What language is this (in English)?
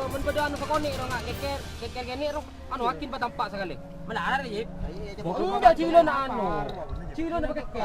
Madurese